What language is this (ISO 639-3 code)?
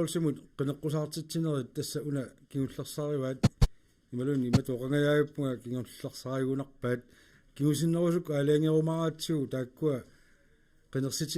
kal